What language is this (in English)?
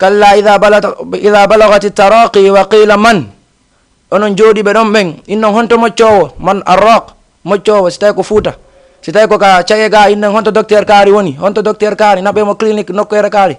Fula